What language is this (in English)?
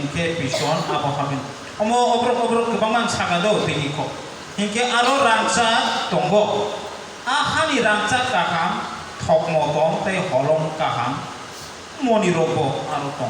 Kok Borok